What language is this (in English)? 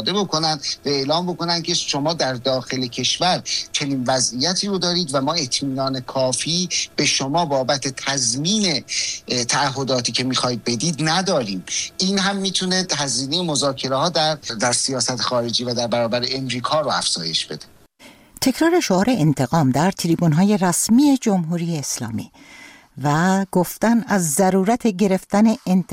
Persian